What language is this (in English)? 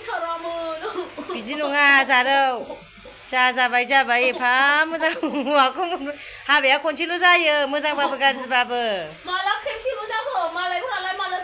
Bodo